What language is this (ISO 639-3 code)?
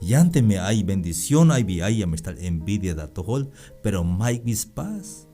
tzh